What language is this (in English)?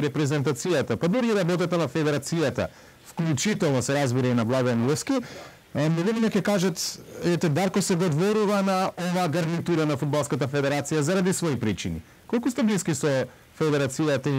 Macedonian